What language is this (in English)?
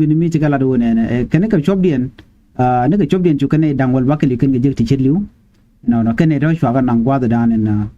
Nuer